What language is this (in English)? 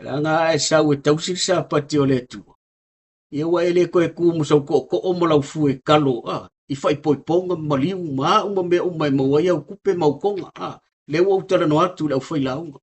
Samoan